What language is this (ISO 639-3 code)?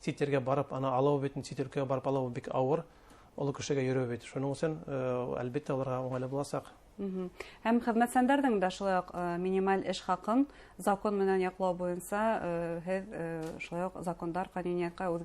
bak